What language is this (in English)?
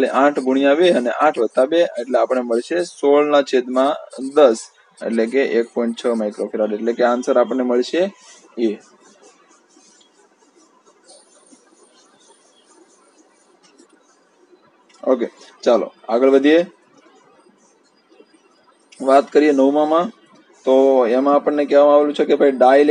Gujarati